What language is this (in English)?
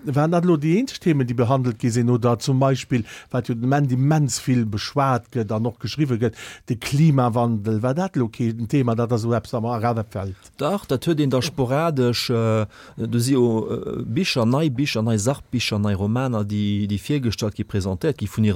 Luxembourgish